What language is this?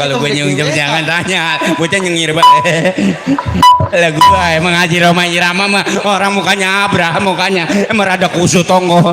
Betawi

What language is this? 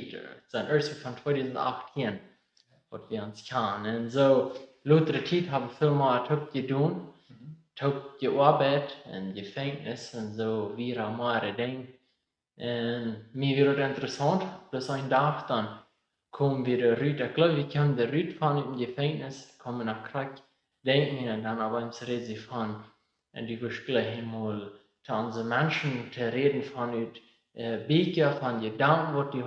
Plautdietsch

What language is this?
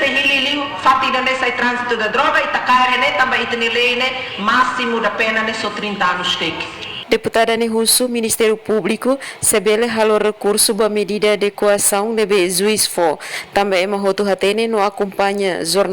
Tetum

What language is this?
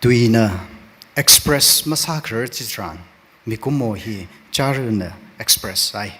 Tangkhul Naga (India)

